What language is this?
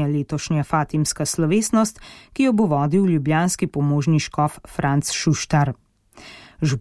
Slovenian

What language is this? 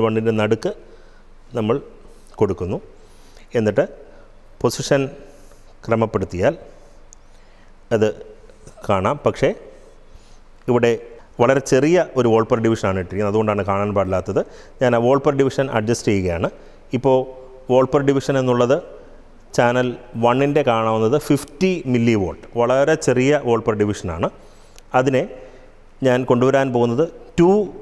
Malayalam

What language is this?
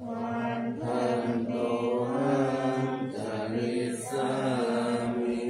Pali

